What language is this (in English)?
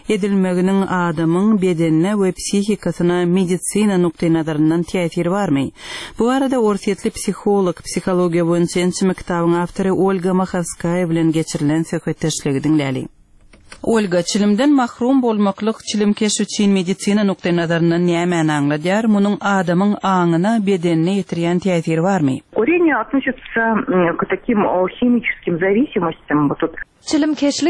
Turkmen